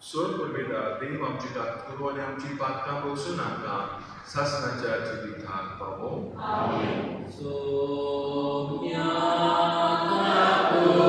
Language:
Konkani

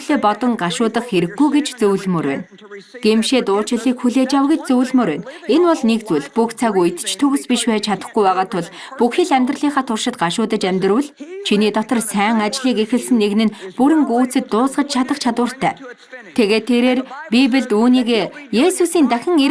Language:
Mongolian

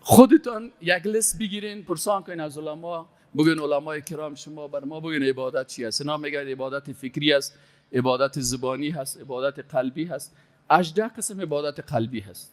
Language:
Persian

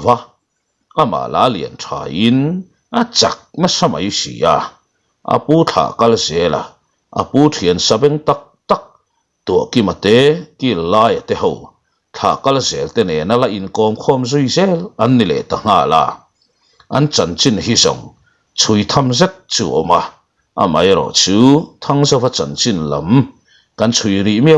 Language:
Mizo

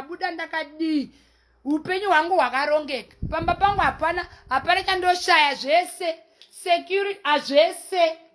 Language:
Shona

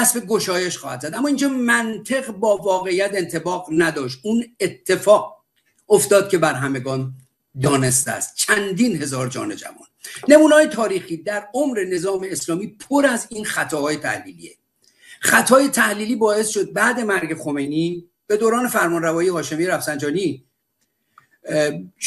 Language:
Persian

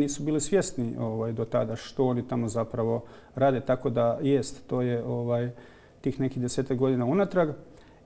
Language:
Croatian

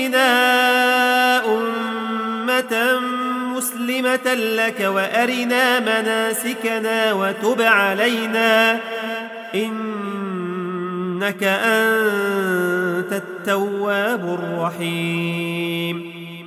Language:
Arabic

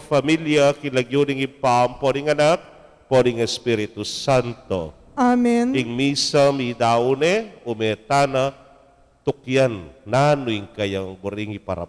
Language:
Pampanga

